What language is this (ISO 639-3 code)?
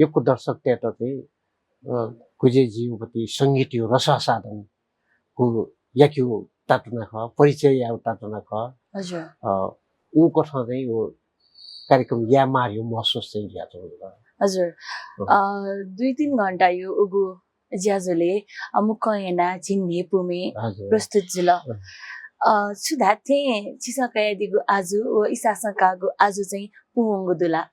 new